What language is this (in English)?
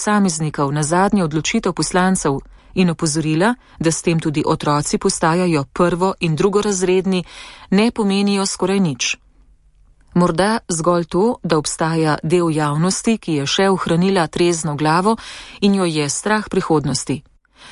Slovenian